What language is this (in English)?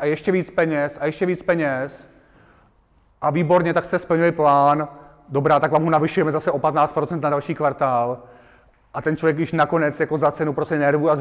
Czech